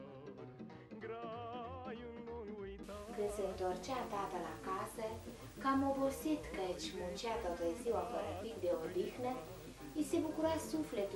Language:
Romanian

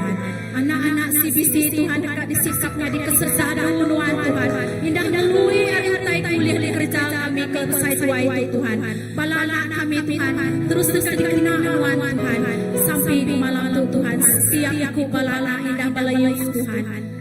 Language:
Iban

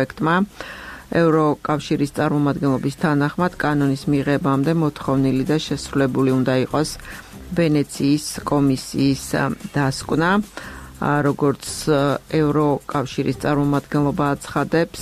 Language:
Georgian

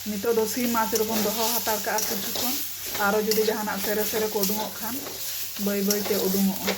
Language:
Santali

